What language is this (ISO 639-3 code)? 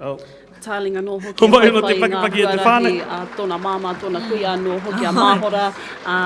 mri